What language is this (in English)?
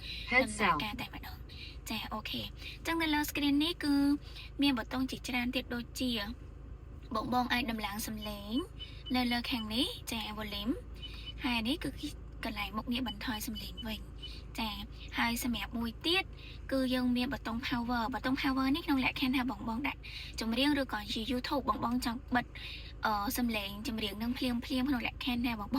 Khmer